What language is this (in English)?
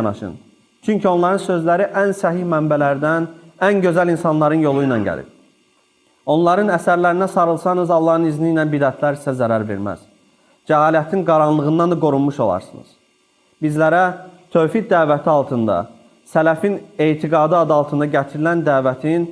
Azerbaijani